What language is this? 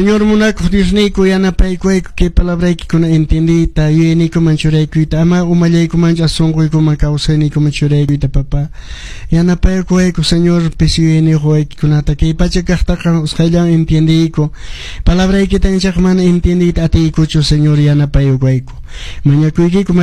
Quechua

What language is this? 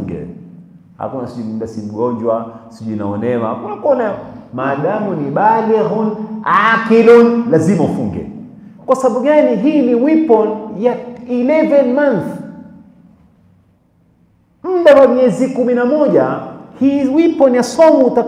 Swahili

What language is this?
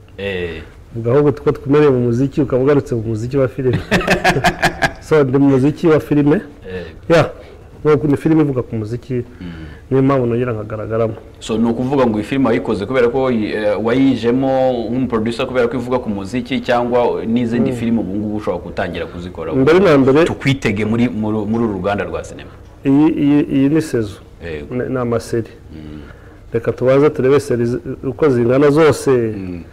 Kinyarwanda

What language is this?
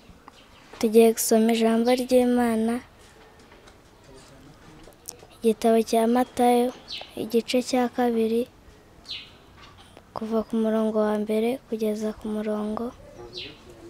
Kinyarwanda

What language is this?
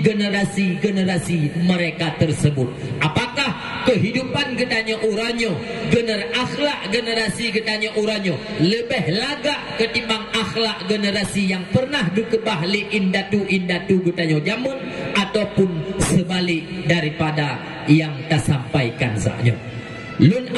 Achinese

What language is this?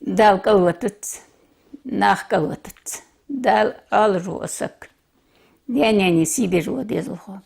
Ingush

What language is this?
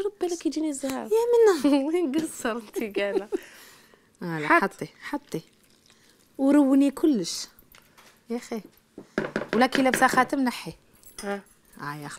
Algerian Arabic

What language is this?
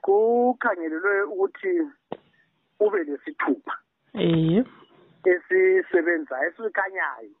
North Ndebele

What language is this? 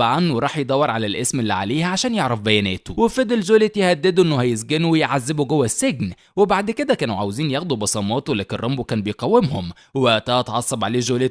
Egyptian Arabic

